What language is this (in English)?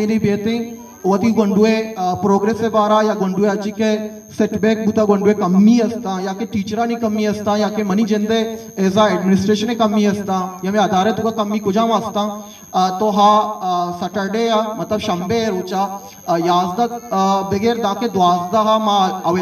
Eastern Balochi